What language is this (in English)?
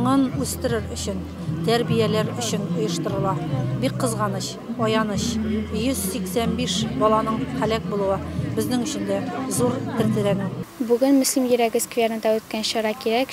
Tatar